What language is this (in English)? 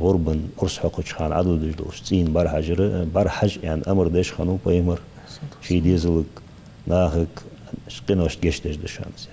Ingush